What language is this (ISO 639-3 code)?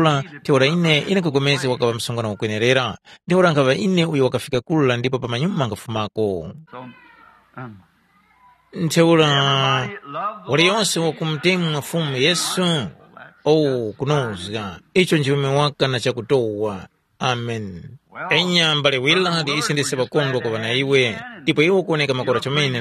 tum